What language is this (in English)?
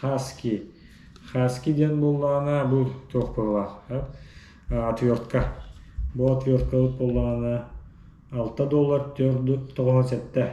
Yakut